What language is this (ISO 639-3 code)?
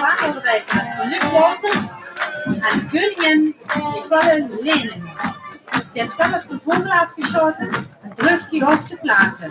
lim